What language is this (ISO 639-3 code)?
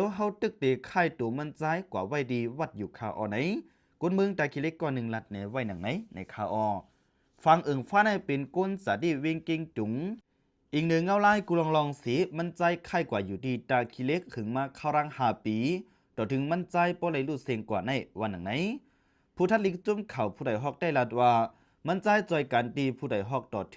shn